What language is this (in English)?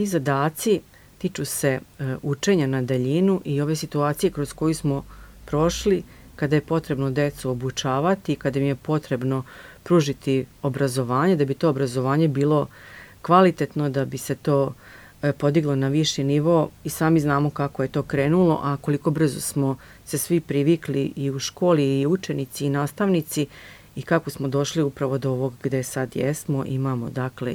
Serbian